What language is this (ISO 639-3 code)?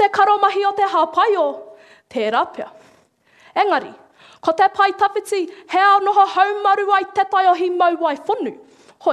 mri